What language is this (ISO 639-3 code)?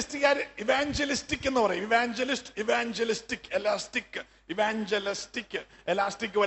mal